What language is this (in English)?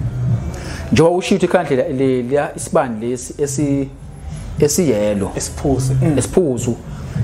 Zulu